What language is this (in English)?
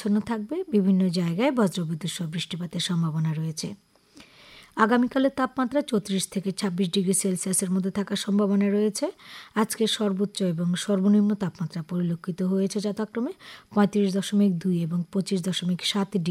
Bangla